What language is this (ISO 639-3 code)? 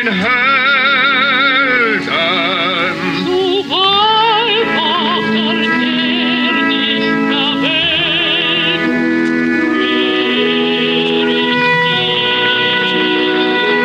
deu